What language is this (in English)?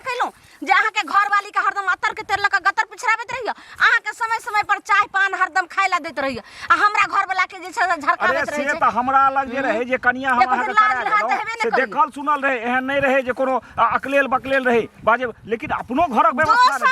Maithili